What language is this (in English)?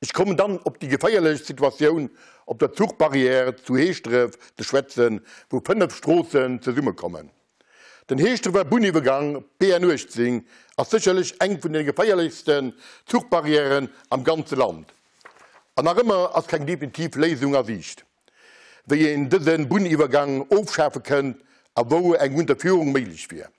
Luxembourgish